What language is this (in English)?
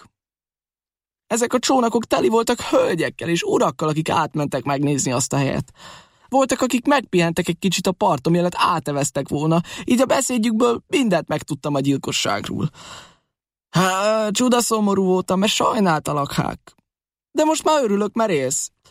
Hungarian